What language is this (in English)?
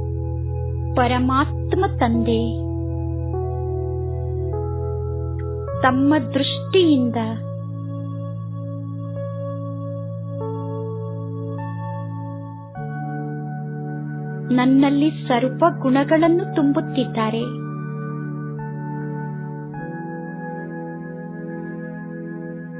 Kannada